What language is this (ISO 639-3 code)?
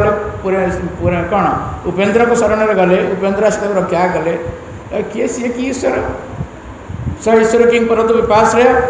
ori